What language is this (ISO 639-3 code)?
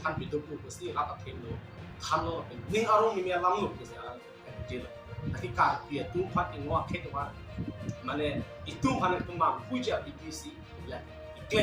mjw